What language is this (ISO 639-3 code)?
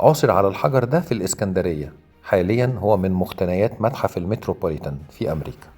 arz